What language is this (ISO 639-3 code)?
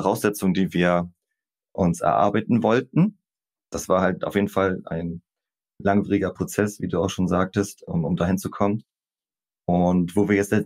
deu